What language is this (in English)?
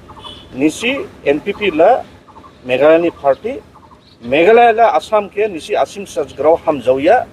Dimasa